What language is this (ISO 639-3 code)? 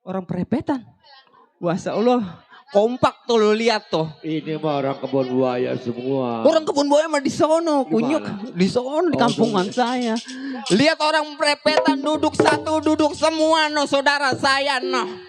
bew